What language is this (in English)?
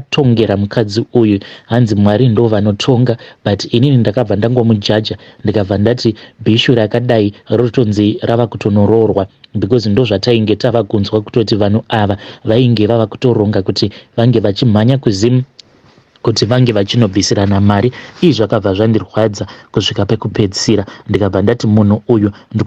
Shona